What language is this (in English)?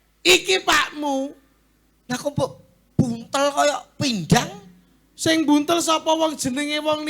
Javanese